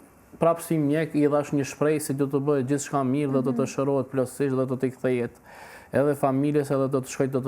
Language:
Albanian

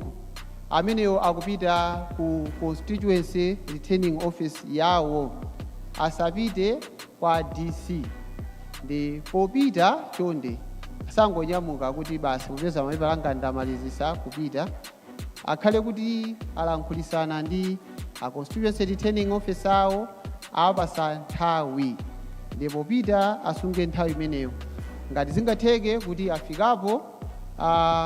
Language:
Nyanja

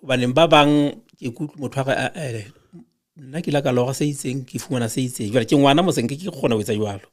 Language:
Southern Sotho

